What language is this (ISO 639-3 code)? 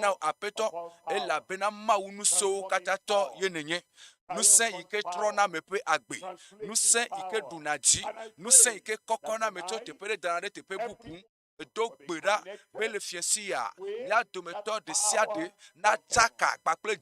ewe